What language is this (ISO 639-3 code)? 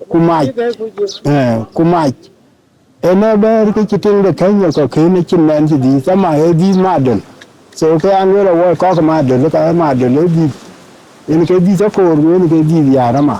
din